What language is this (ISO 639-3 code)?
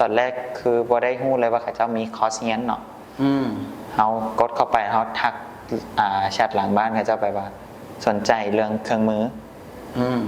lao